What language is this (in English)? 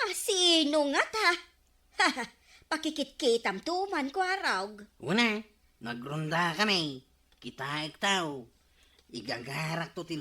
Iloko